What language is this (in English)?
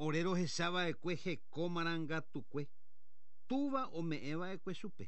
Guarani